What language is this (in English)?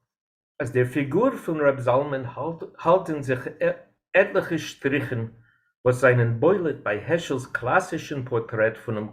Yiddish